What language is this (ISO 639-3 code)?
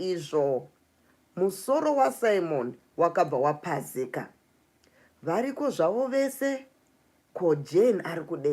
sna